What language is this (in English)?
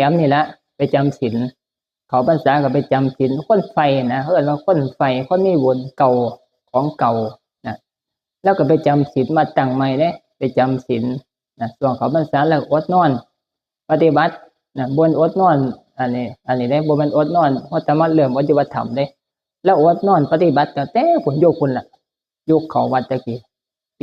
Northeastern Thai